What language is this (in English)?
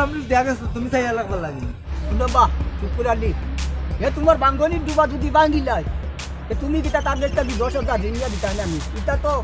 Sylheti